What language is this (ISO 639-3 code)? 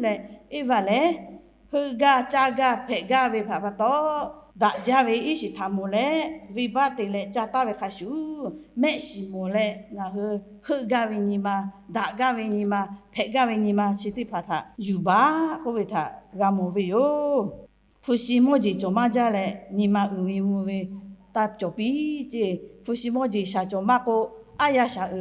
lhu